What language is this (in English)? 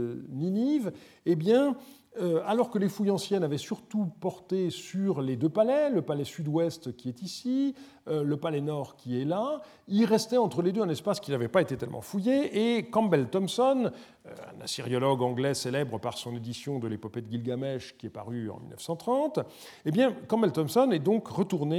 French